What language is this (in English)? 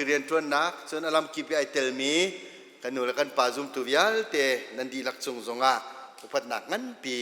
Hakha Chin